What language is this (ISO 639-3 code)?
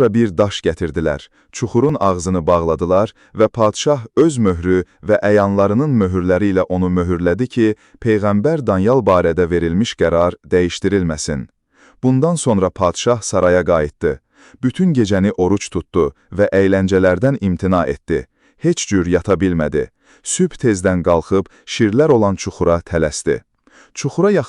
aze